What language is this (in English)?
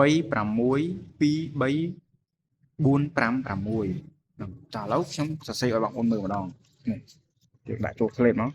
Khmer